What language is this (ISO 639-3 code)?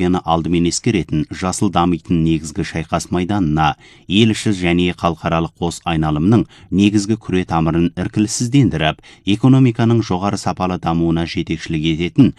kaz